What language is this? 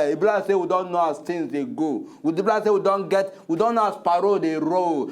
Nigerian Pidgin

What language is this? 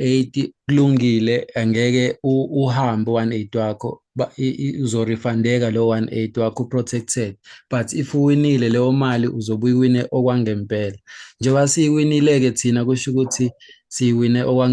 Zulu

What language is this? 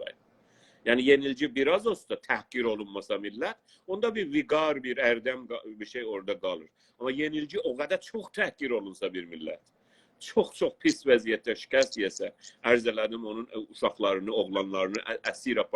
South Azerbaijani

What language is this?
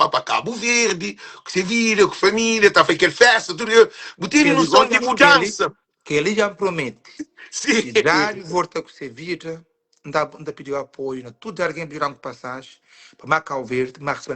Kabuverdianu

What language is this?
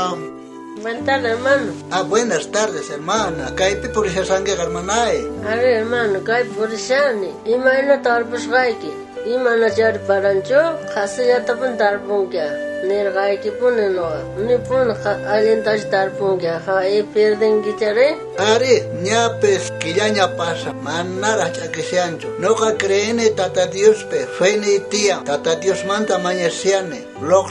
South Bolivian Quechua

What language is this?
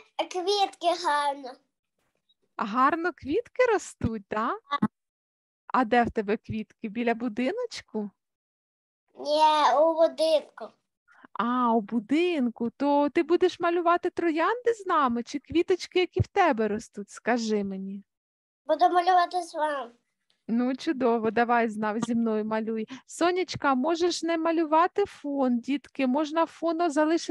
Ukrainian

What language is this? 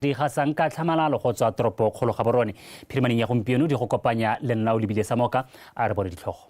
Tswana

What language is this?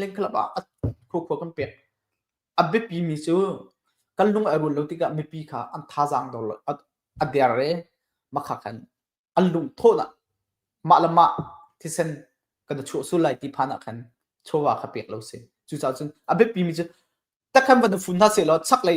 Hakha Chin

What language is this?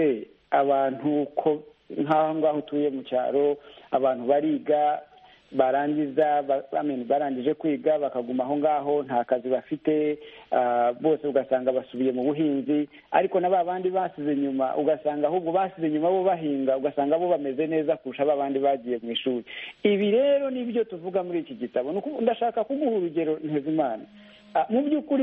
Kinyarwanda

